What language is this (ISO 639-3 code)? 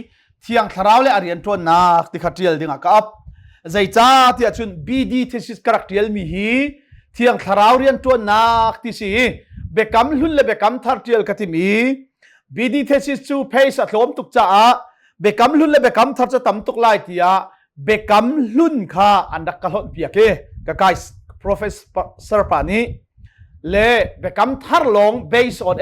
cnh